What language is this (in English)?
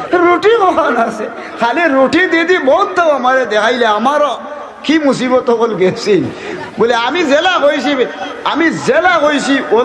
Sylheti